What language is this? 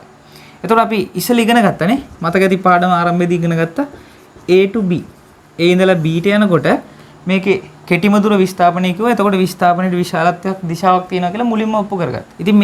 Sinhala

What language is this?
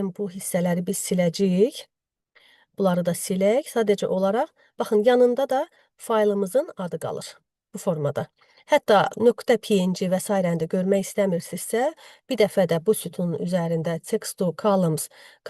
Azerbaijani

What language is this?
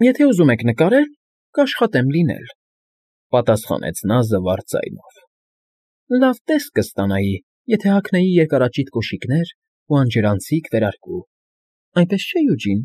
Armenian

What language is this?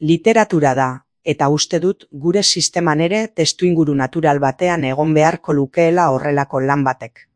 Basque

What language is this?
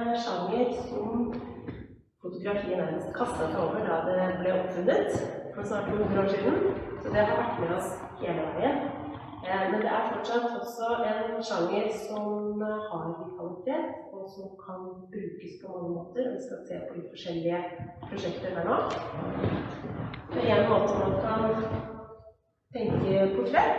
Norwegian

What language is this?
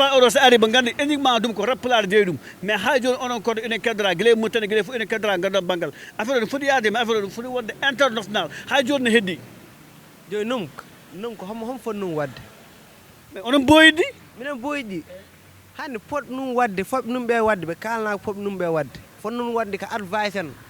Fula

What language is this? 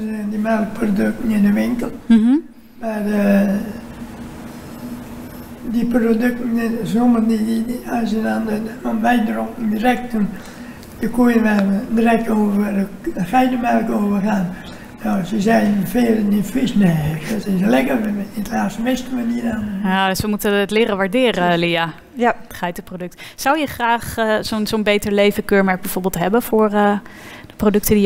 Dutch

